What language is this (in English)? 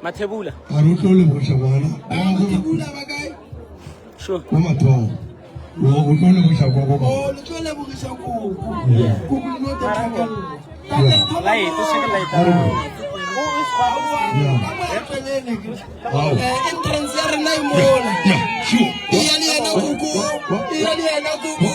Northern Sotho